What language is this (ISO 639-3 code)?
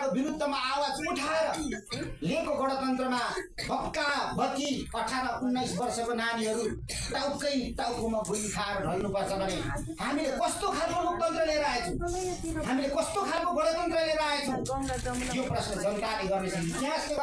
nep